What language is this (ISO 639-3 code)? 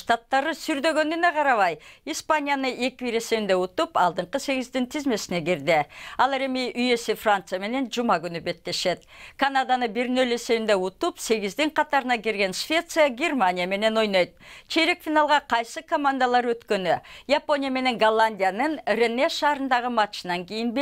kir